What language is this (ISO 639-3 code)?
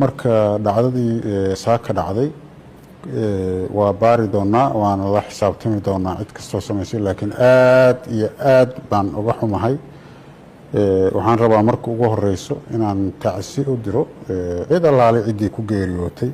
som